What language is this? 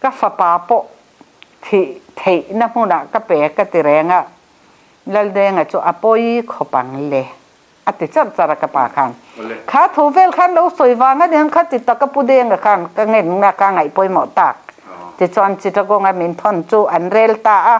Mizo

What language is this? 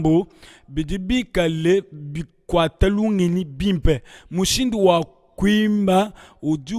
Luba-Lulua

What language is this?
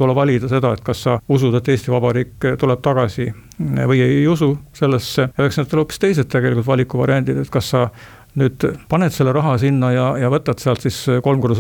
Estonian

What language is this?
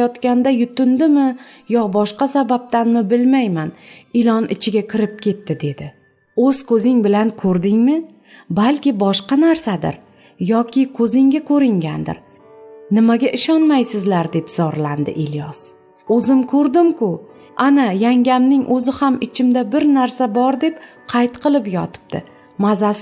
Uzbek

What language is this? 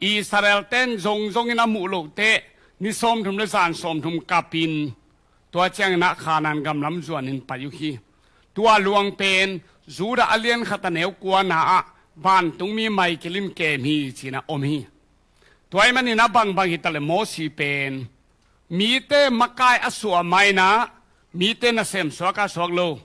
Tedim Chin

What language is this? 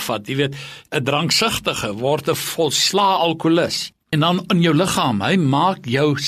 Afrikaans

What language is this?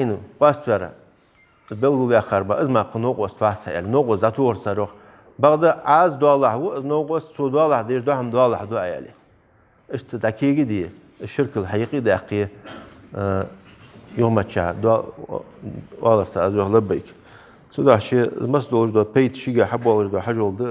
Ingush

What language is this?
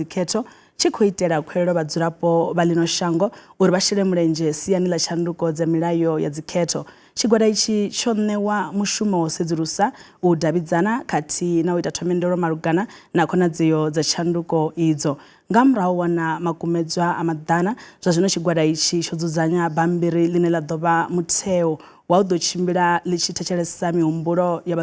Venda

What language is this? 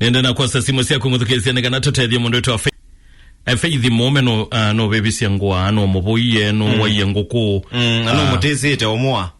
Kamba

